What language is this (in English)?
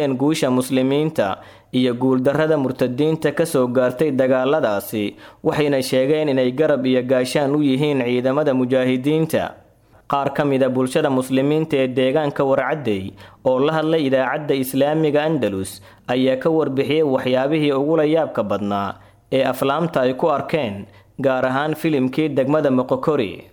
Somali